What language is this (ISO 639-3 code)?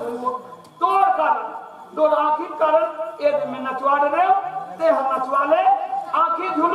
hne